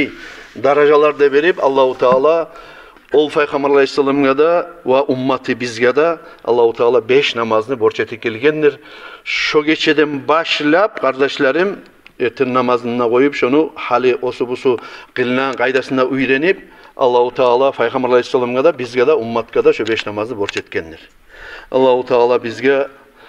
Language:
Kumyk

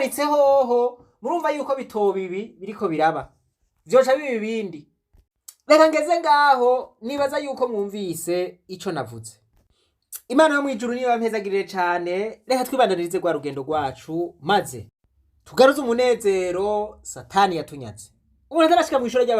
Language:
Rundi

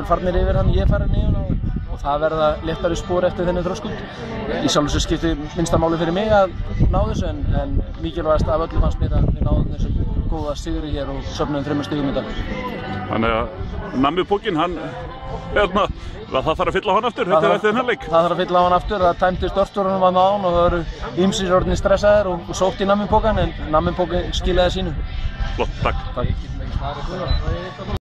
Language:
Icelandic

